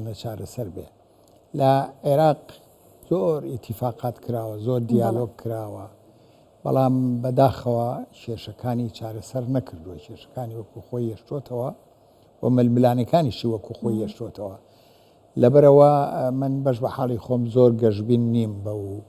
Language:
Central Kurdish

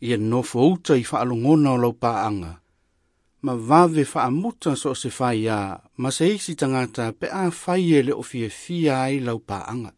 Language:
Samoan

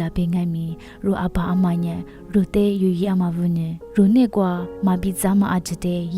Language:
Lisu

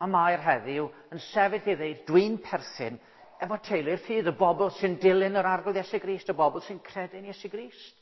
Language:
Welsh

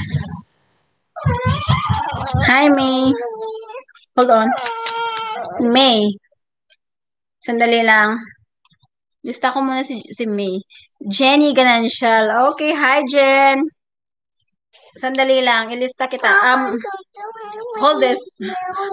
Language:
Filipino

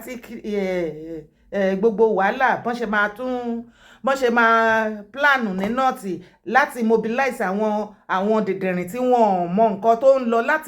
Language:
Yoruba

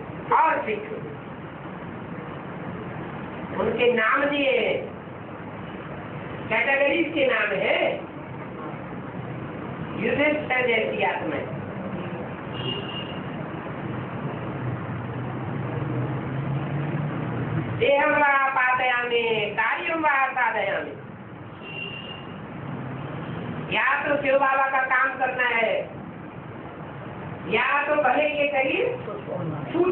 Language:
Hindi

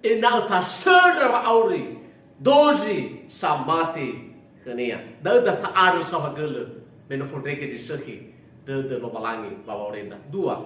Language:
Nias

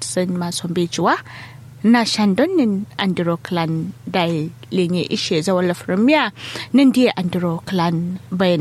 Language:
Kanuri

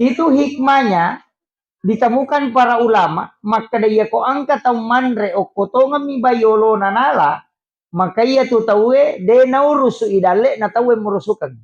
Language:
Buginese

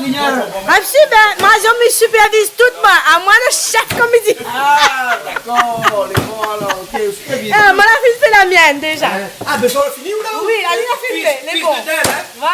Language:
Réunion Creole French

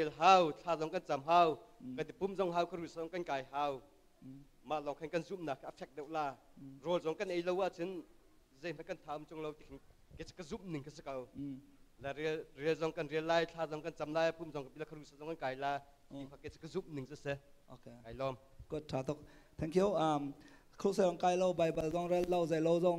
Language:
Hakha Chin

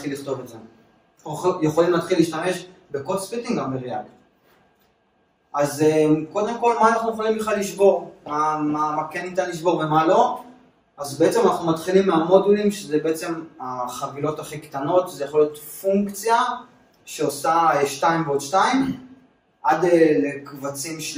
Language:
Hebrew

